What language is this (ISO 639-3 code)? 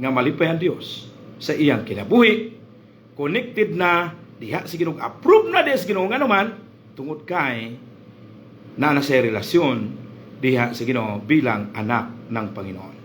ceb